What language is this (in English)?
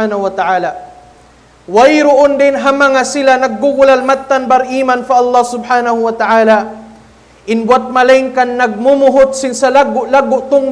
Tausug